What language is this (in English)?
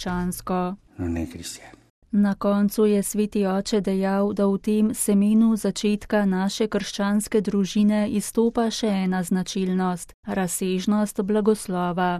Slovenian